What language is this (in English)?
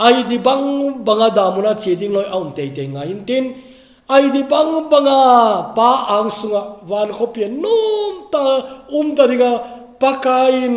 Thado Chin